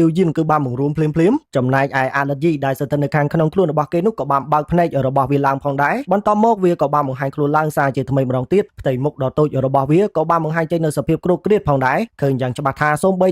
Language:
Khmer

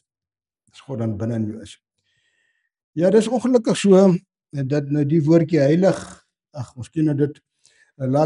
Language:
Afrikaans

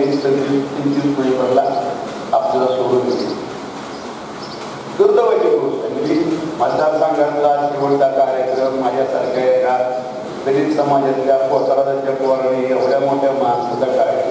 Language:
Marathi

